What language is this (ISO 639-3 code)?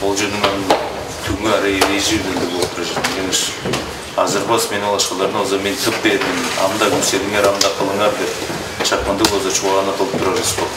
tyv